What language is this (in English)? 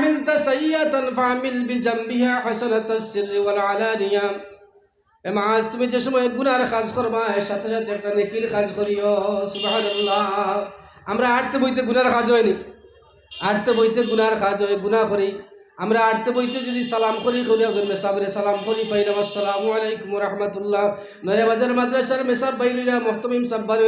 Sylheti